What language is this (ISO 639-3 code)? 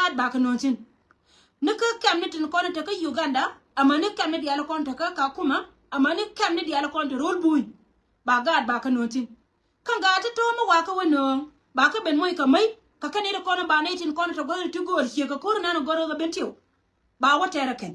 nus